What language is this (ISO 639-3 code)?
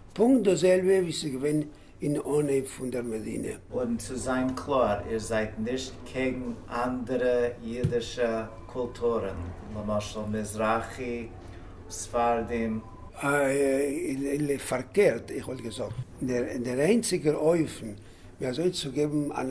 yid